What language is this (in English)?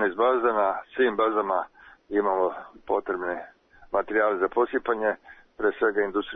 Serbian